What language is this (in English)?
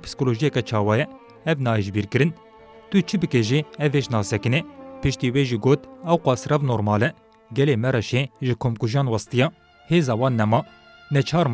Kurdish